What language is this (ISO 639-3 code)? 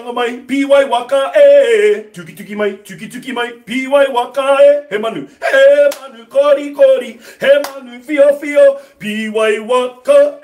mri